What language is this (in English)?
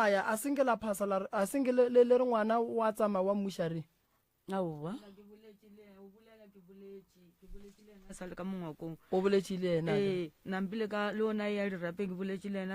Northern Sotho